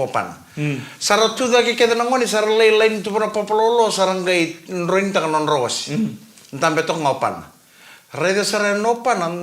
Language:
Fijian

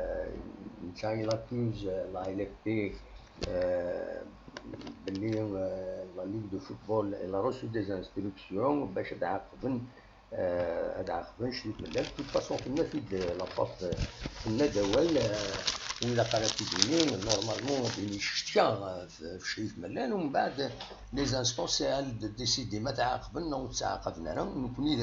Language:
Kabyle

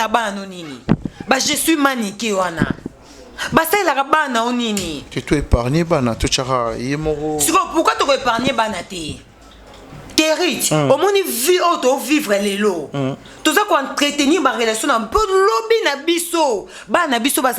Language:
Lingala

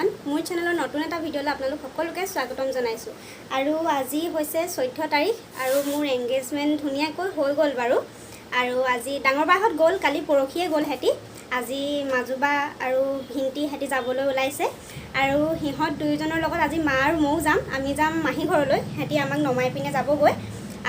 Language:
Assamese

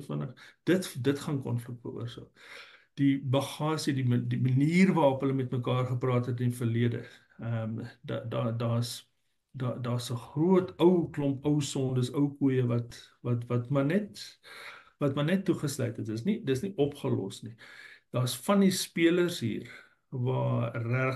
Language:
Afrikaans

